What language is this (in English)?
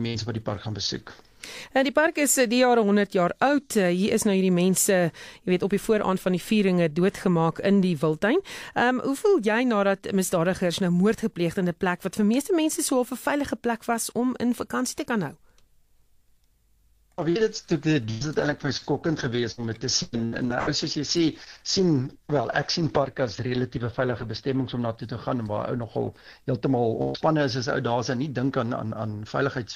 Afrikaans